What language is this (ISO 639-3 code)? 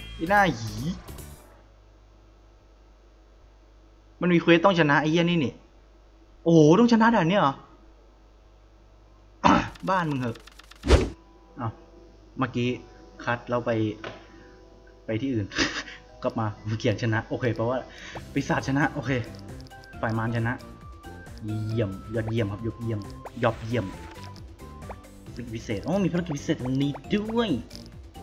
tha